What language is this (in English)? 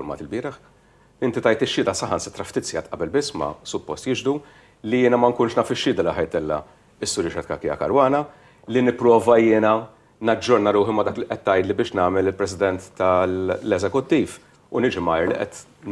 Maltese